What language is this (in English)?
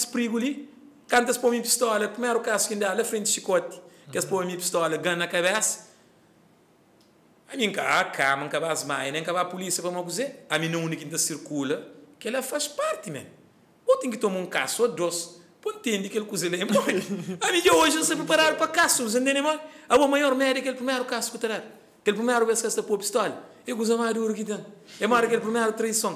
Portuguese